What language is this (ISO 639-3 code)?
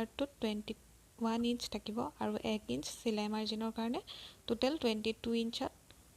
asm